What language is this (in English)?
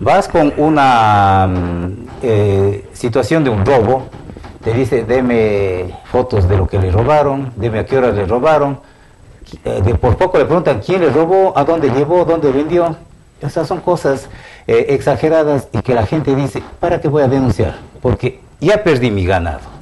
Spanish